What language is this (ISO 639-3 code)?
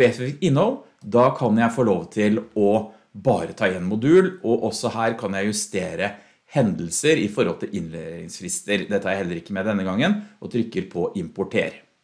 nor